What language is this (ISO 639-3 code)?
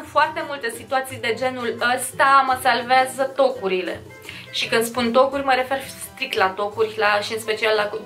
ron